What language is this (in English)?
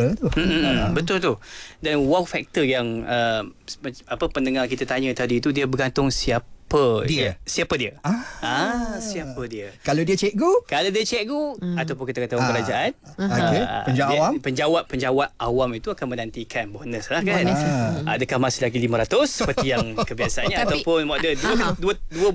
Malay